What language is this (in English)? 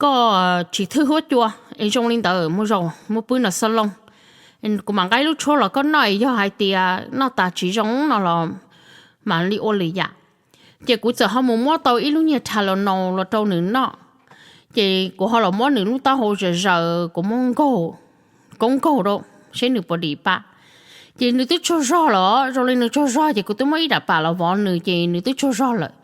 Hmong